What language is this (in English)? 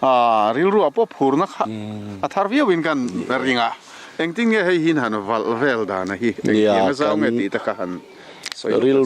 Mizo